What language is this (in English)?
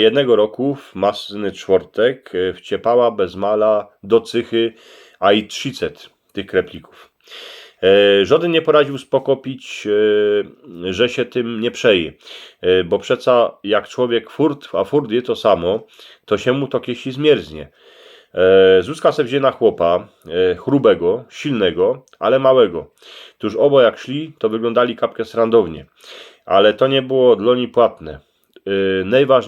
Silesian